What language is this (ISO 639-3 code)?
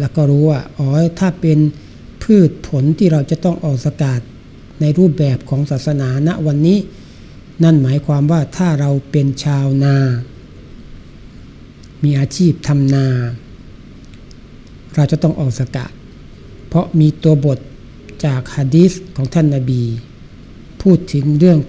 tha